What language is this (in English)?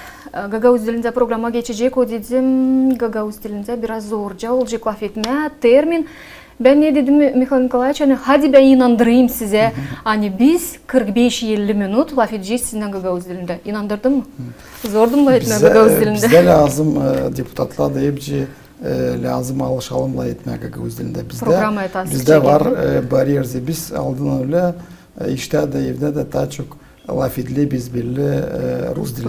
Gagauz